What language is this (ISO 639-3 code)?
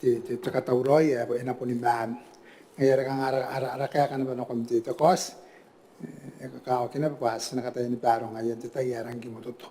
gil